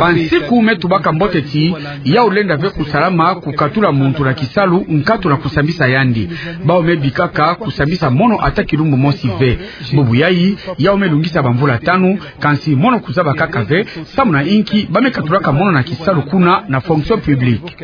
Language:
Kituba (Democratic Republic of Congo)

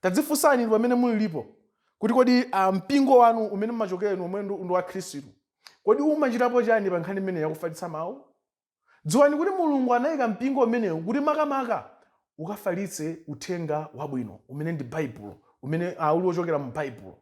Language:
Nyanja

